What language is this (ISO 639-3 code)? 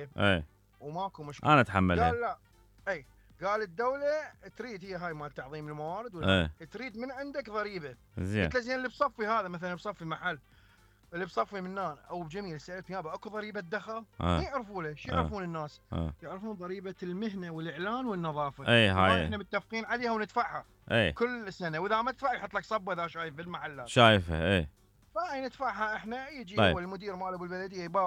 acm